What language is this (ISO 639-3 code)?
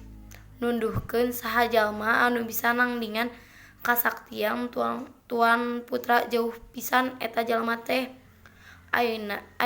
sun